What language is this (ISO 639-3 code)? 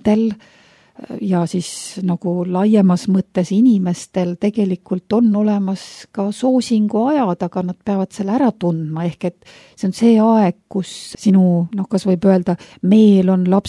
est